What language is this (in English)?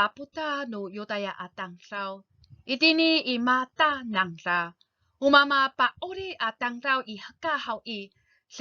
Amis